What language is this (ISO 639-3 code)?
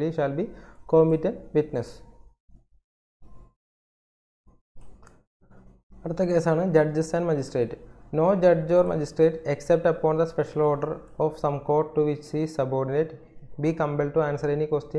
mal